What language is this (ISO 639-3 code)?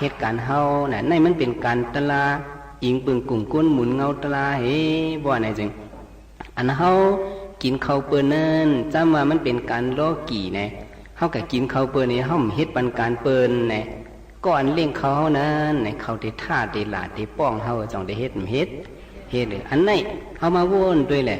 shn